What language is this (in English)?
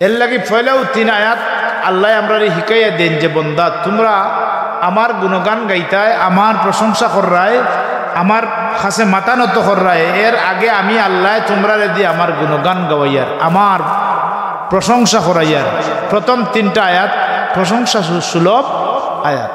Sylheti